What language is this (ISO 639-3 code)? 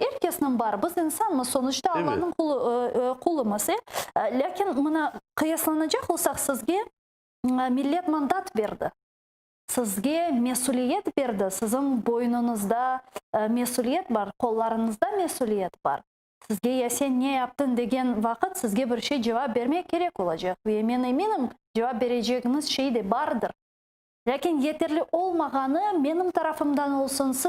crh